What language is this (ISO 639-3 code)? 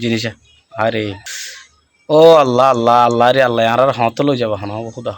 rhg